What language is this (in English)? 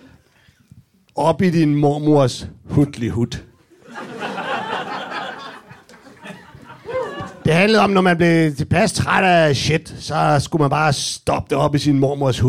Danish